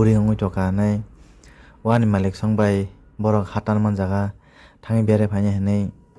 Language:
Kok Borok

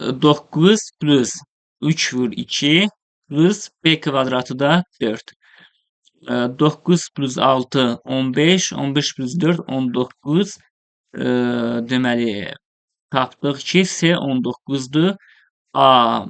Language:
Azerbaijani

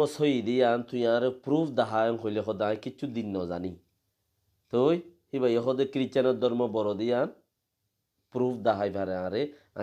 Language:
Rohingya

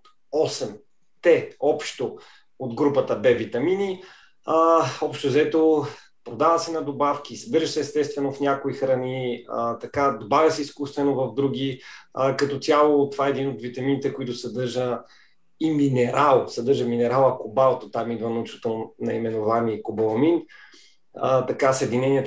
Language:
Bulgarian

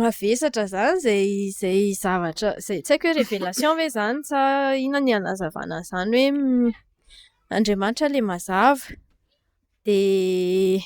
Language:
Malagasy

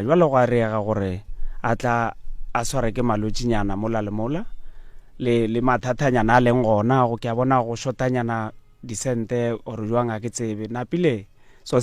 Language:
Northern Sotho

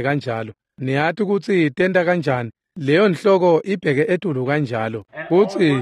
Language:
Swati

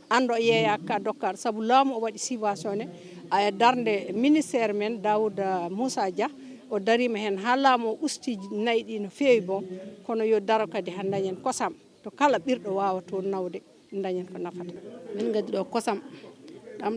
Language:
Fula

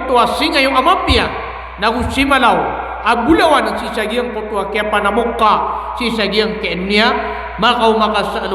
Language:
Maranao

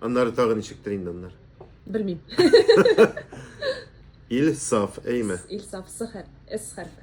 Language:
Tatar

